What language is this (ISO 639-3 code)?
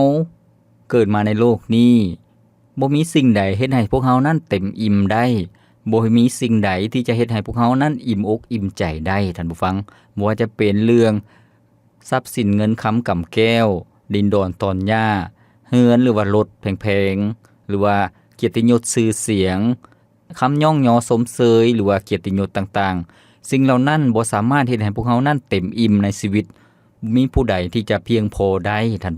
lao